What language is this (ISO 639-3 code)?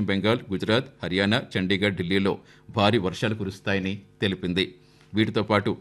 tel